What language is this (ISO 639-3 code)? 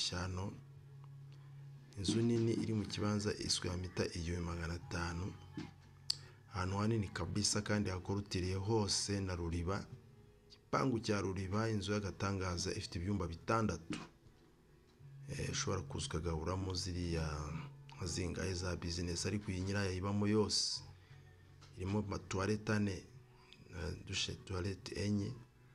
kin